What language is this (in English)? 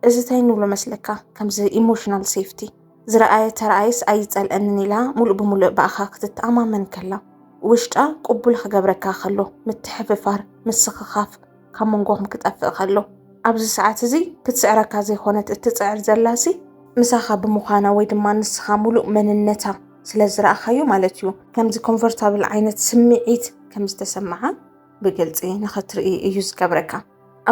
Tigrinya